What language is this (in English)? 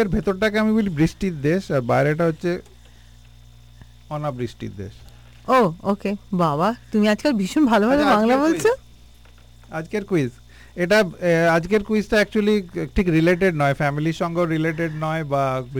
Bangla